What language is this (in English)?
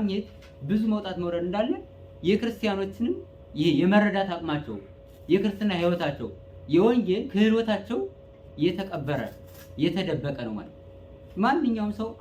Amharic